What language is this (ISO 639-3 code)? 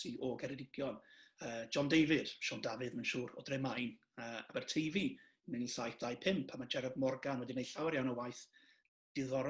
cym